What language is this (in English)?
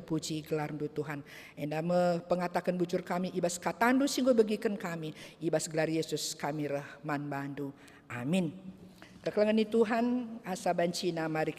Batak Karo